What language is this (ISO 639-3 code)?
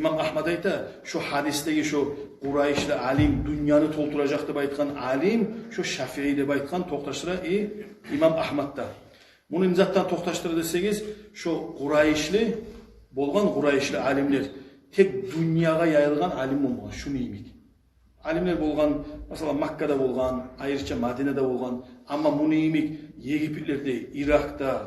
kum